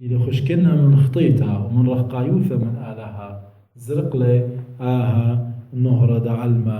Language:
Assyrian Neo-Aramaic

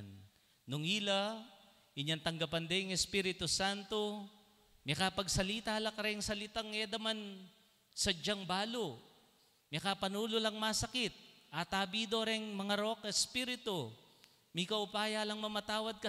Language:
Pampanga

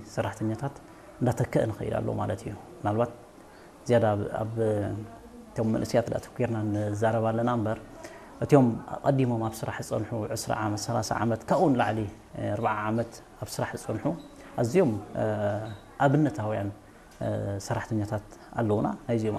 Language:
Tigrinya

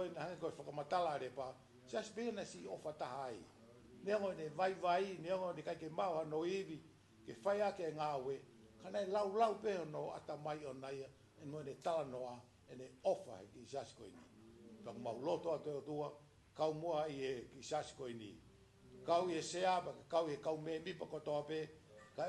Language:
Tongan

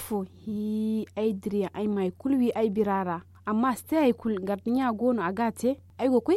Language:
Zarma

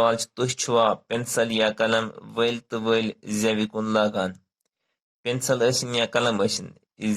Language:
Kashmiri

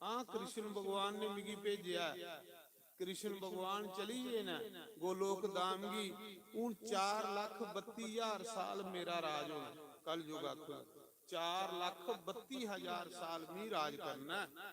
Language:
Dogri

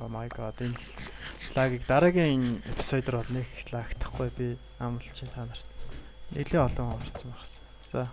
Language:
Mongolian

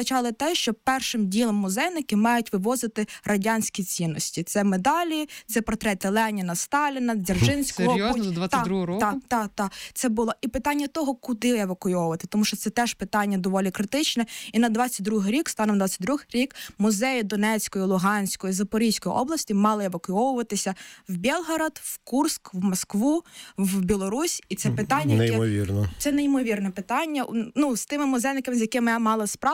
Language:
Ukrainian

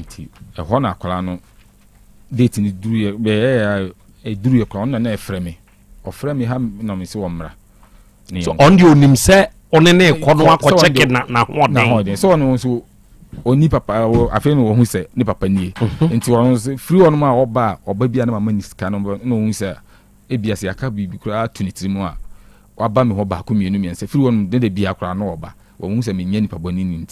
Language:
Akan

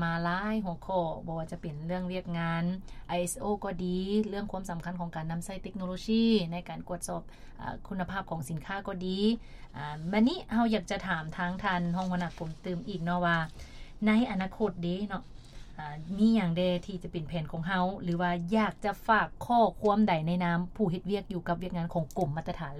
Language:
Lao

